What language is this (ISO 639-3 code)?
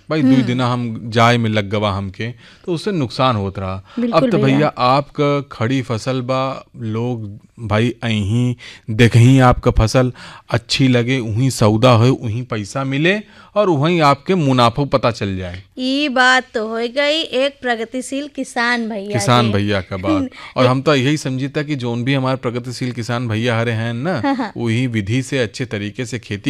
bho